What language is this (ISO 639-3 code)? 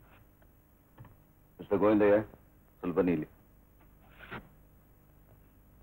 kan